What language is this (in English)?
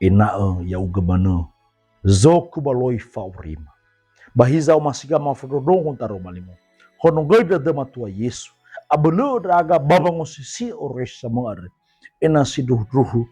Nias